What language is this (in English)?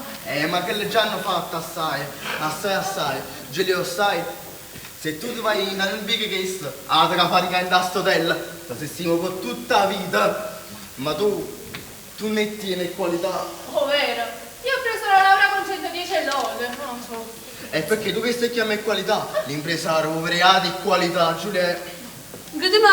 Neapolitan